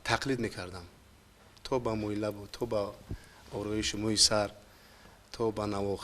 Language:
Tajik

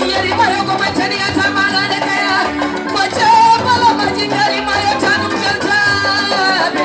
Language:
Fula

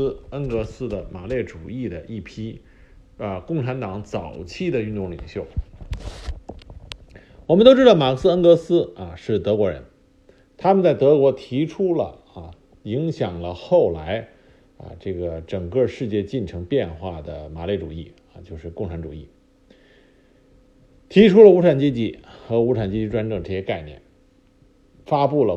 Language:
Chinese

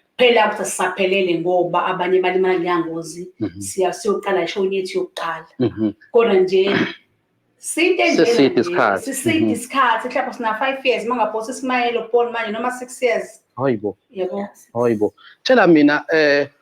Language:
Zulu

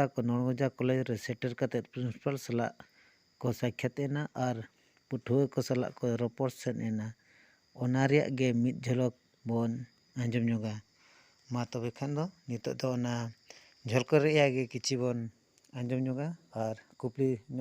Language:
Santali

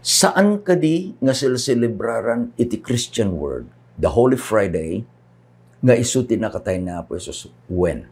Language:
Iloko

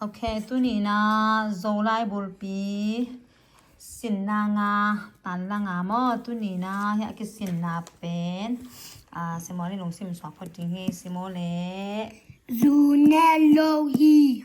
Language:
Tedim Chin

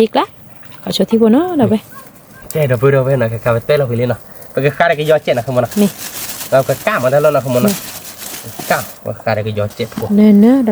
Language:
S'gaw Karen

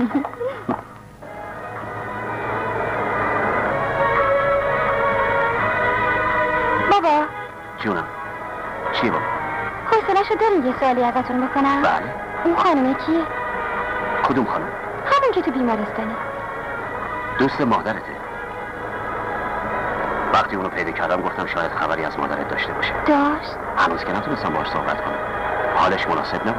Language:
Persian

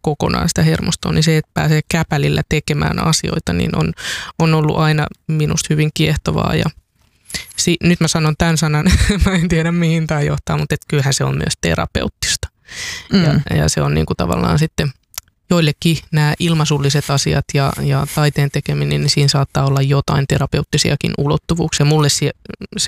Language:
Finnish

